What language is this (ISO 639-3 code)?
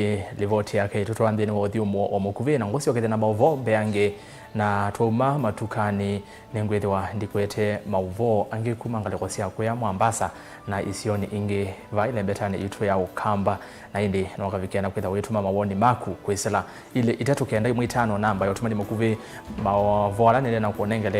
kam